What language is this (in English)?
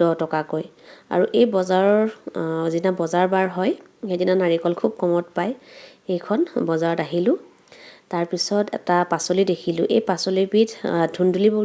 Assamese